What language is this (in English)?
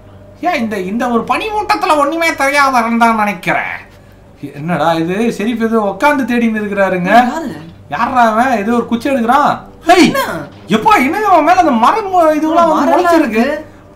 Tamil